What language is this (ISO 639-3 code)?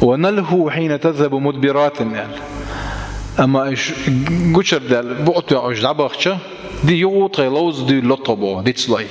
che